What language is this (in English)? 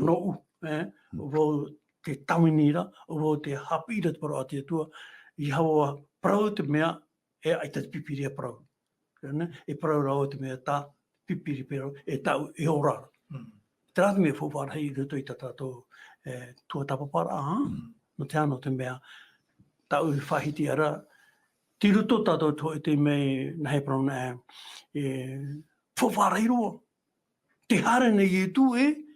Tahitian